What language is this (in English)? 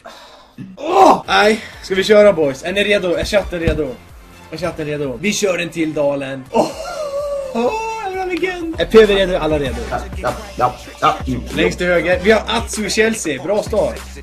Swedish